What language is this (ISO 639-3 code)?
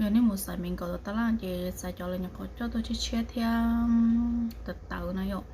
hmn